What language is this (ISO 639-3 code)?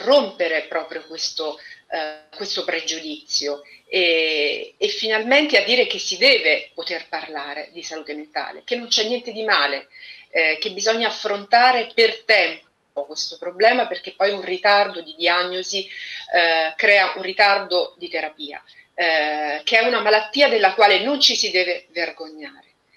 ita